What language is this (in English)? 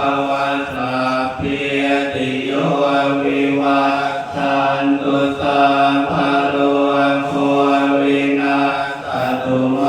Pali